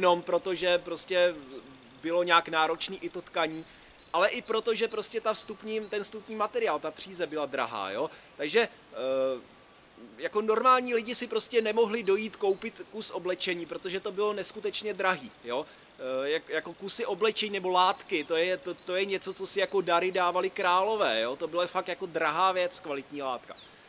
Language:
Czech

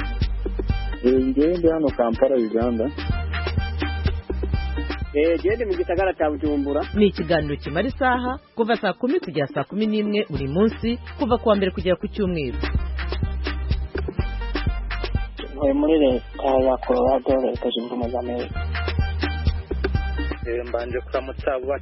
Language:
Kinyarwanda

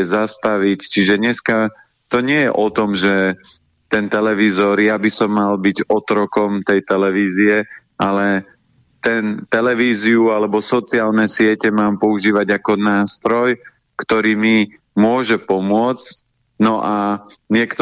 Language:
Slovak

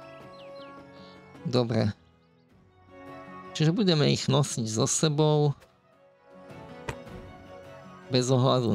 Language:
Slovak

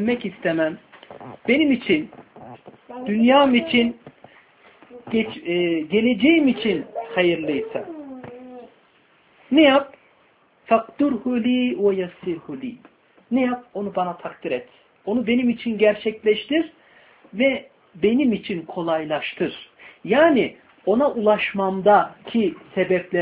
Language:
Turkish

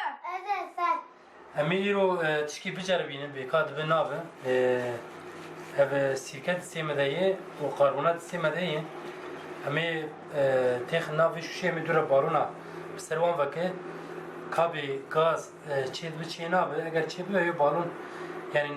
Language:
Kurdish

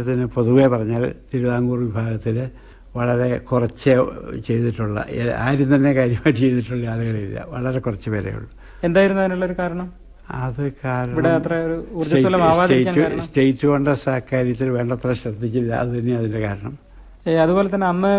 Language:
Malayalam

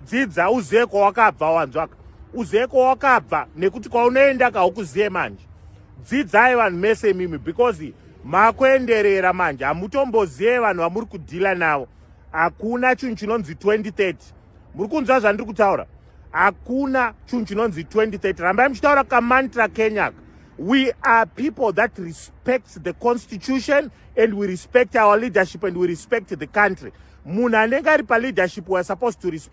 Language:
Shona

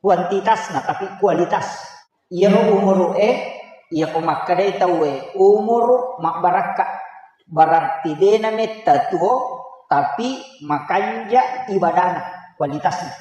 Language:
Buginese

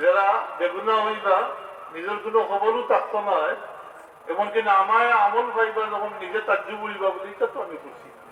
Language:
Sylheti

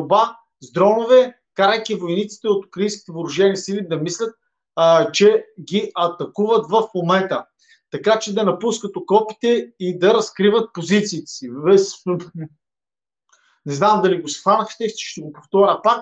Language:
Bulgarian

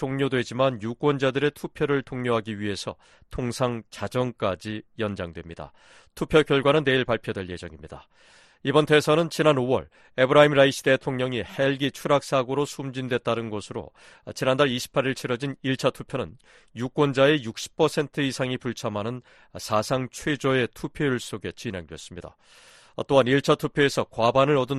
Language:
Korean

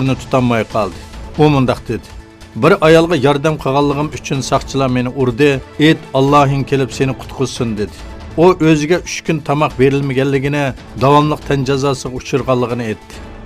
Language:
Uyghur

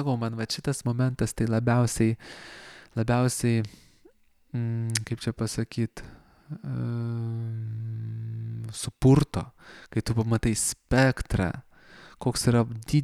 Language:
Lithuanian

